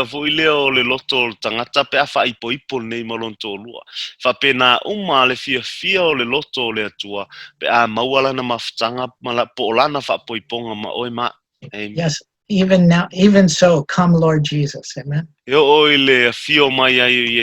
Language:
Samoan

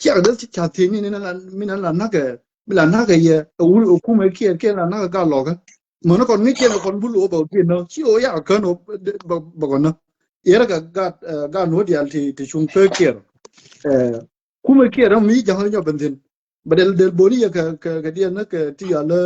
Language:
Nuer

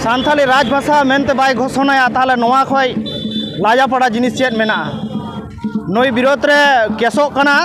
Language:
Santali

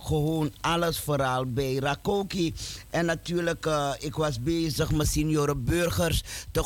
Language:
Dutch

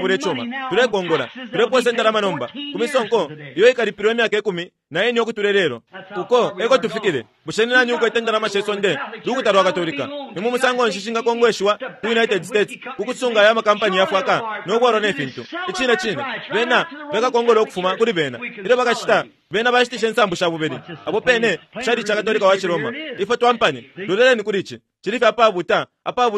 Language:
Bemba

